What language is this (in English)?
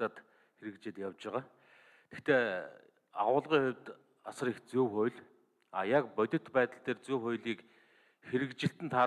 Mongolian